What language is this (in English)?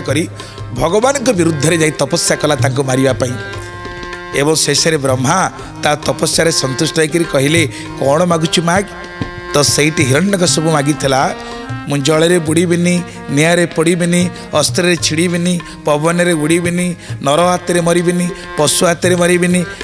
Odia